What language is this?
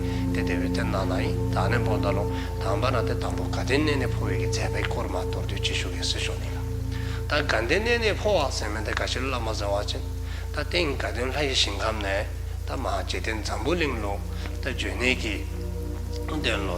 Dzongkha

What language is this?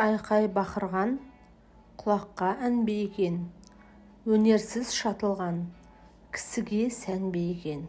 Kazakh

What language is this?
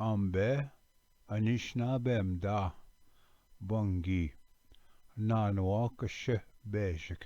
Ojibwa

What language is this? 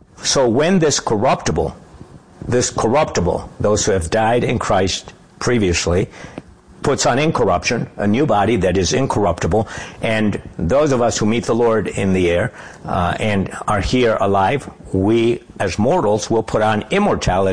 English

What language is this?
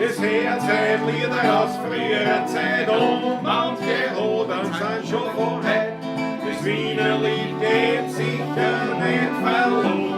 Bavarian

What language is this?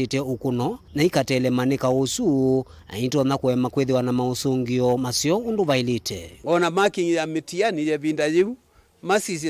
Kamba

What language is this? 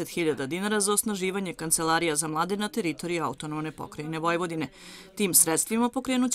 Serbian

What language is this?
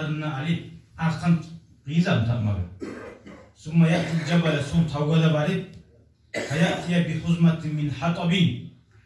Kumyk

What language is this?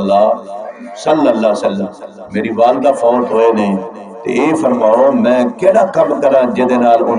Saraiki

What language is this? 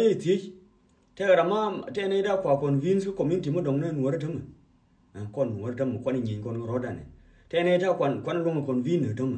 Nuer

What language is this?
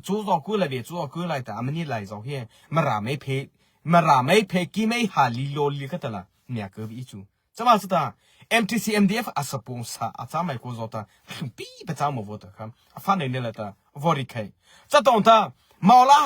Mara Chin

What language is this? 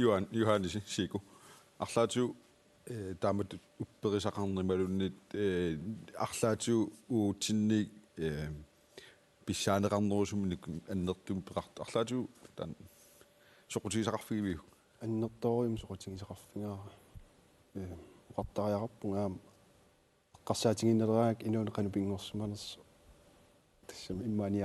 Kalaallisut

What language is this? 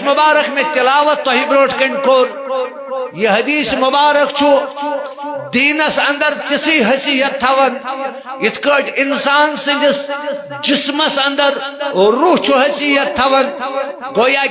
Kashmiri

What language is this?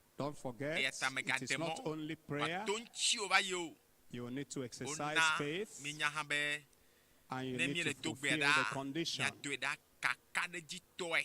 Ewe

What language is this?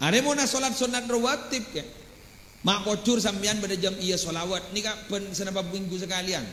Madurese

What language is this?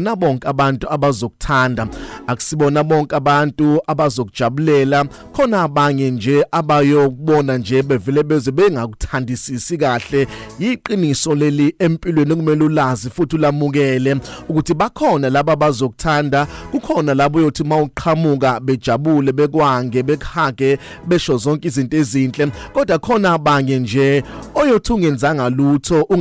Zulu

